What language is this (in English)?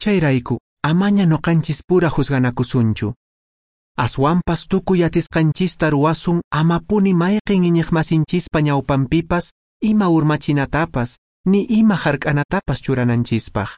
Quechua